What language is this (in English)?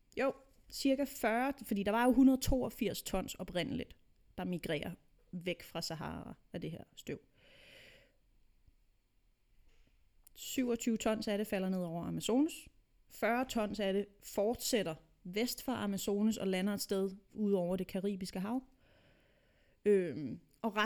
Danish